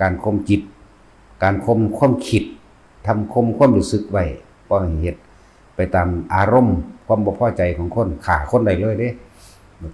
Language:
Northeastern Thai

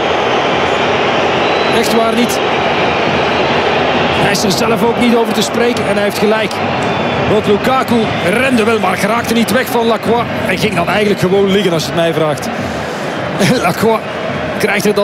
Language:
Dutch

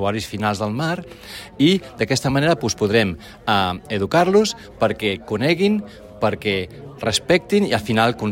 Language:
Catalan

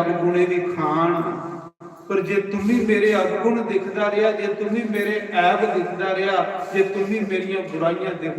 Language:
Dogri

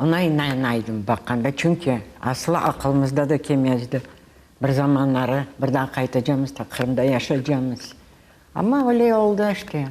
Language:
Crimean Tatar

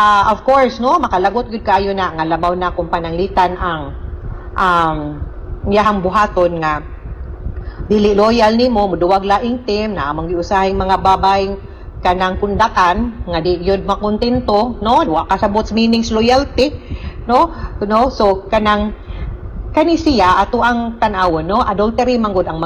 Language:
Cebuano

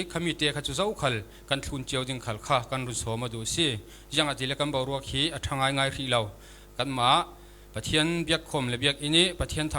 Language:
Falam Chin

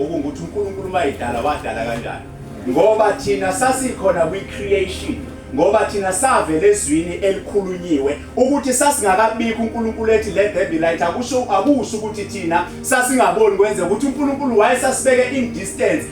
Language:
Zulu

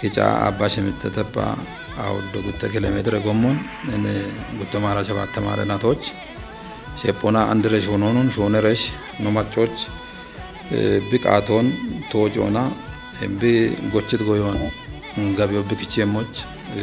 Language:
Kafa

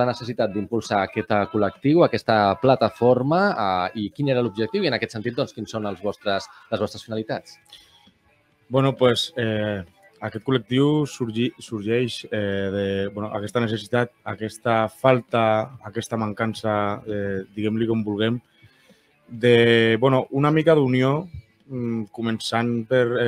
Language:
Catalan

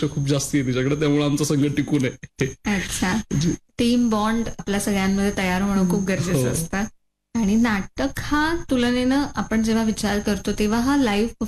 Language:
Marathi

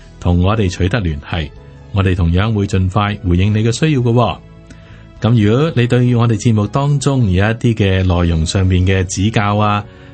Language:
Cantonese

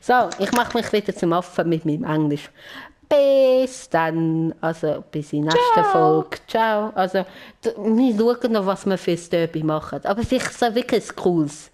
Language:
Swiss German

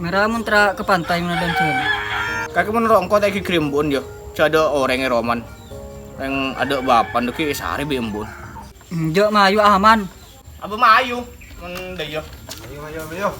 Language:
Madurese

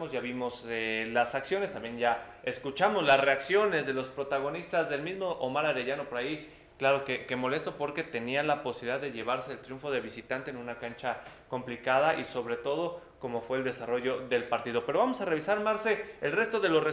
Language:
Spanish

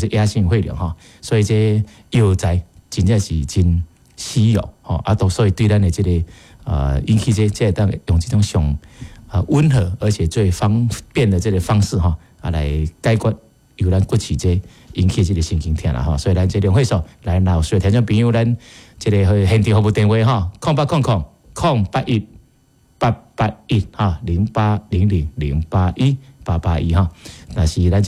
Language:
Min Nan Chinese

